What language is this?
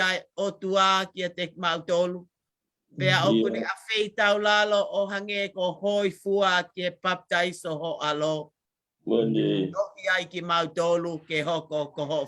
Tongan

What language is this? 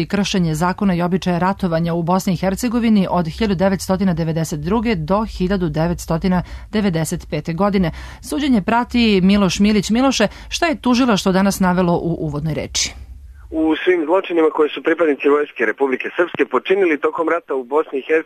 Serbian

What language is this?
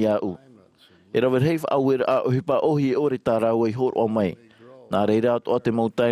Tahitian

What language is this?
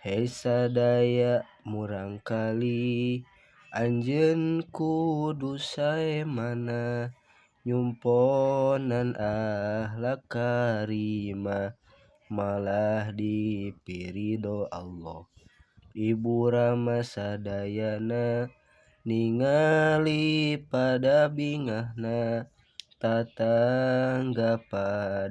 Sundanese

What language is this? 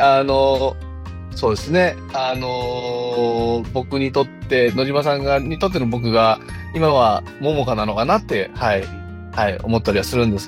Japanese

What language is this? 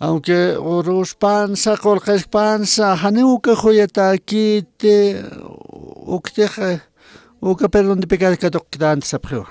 Aymara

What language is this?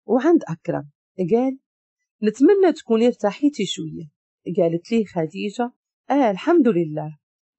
Moroccan Arabic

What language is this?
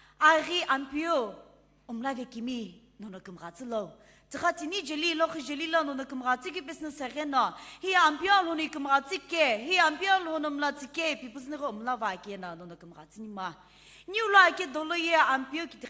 Sumi Naga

